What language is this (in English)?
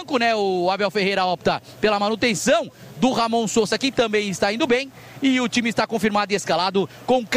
Portuguese